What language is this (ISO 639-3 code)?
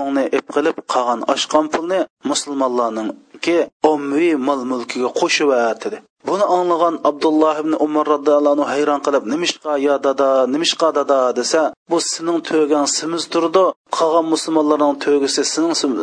uig